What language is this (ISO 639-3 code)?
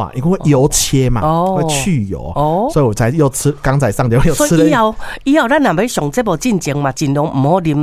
nan